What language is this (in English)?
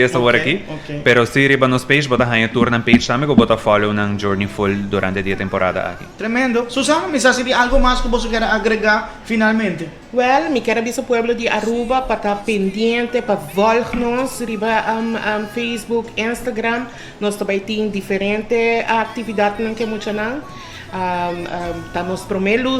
Papiamento